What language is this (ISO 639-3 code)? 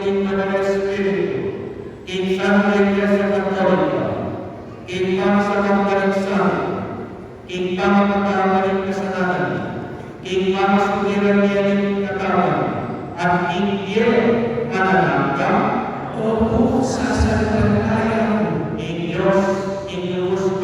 pam